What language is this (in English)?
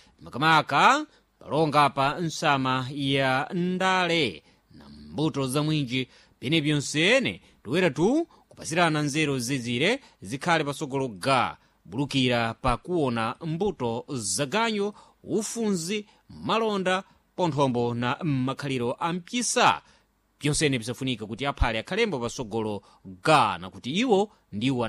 Sena